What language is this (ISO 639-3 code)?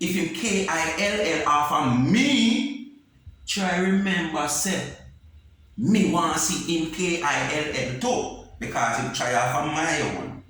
jam